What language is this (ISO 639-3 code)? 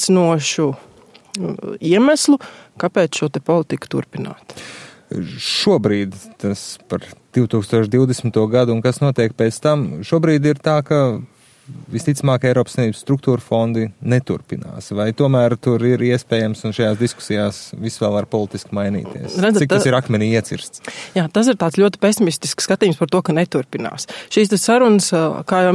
lav